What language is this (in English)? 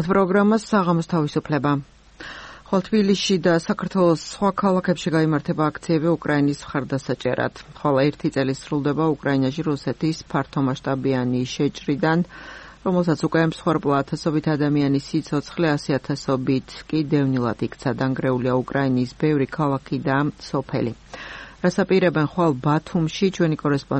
Georgian